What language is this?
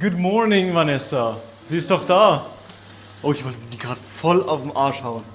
Swiss German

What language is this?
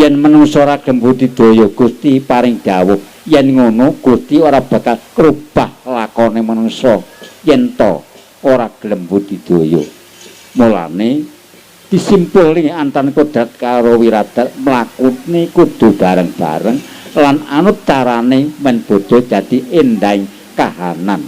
Javanese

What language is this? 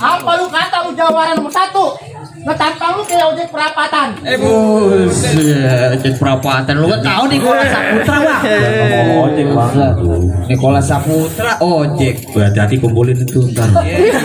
Betawi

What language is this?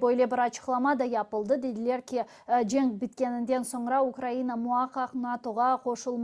Crimean Tatar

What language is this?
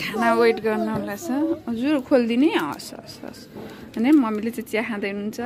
Nepali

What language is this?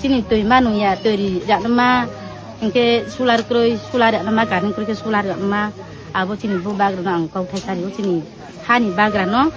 Kok Borok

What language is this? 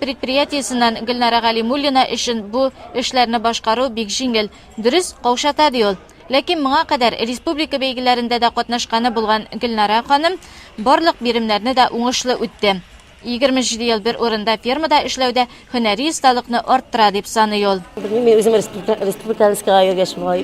Tatar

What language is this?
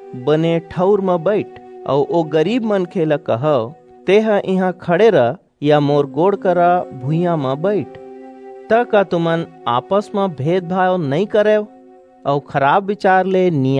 Chhattisgarhi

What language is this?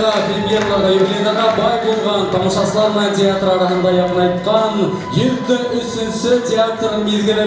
Bashkir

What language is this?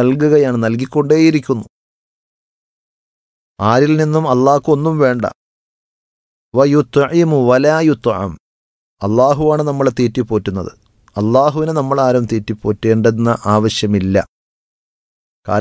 Malayalam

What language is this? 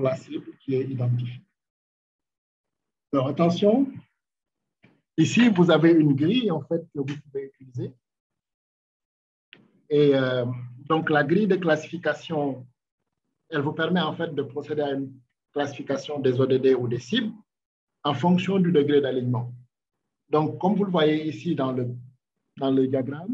French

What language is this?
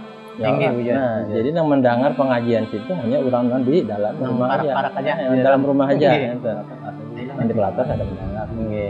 Banjar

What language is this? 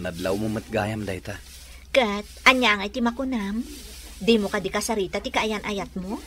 Iloko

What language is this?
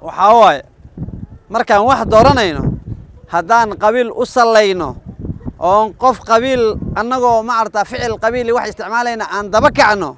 Somali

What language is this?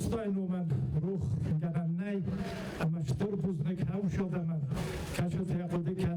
Ossetic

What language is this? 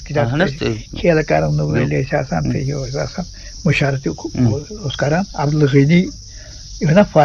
Kashmiri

